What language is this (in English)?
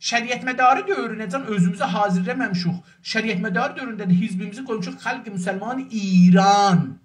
South Azerbaijani